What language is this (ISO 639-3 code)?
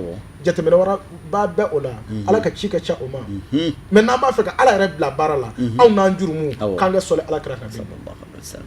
bam